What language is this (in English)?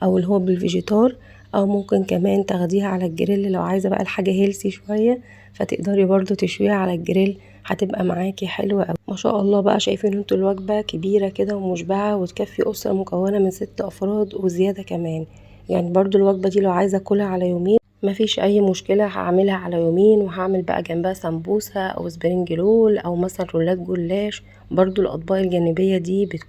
Egyptian Arabic